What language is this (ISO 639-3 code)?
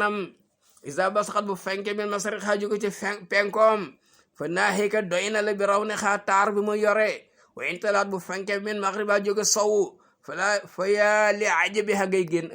wol